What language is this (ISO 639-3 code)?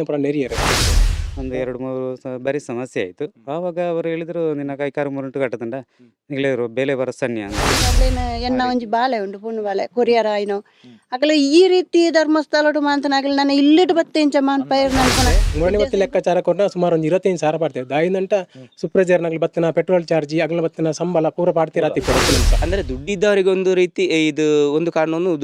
tcy